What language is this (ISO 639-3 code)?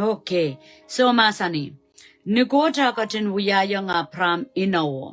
pon